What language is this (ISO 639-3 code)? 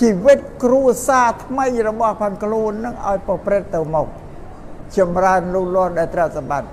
khm